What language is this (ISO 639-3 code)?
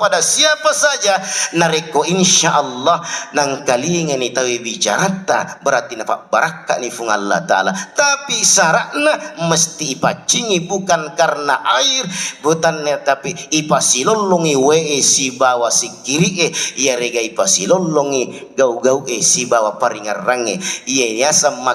bug